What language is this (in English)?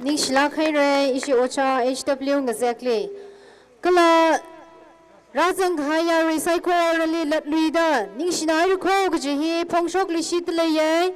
Tangkhul Naga (India)